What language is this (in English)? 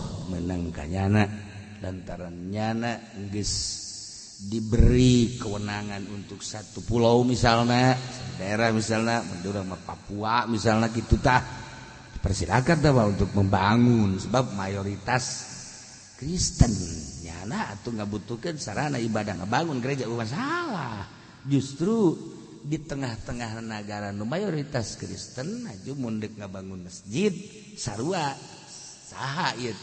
Sundanese